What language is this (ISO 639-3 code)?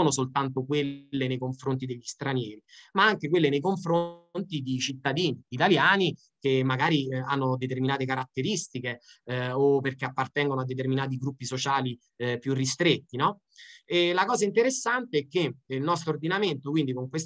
ita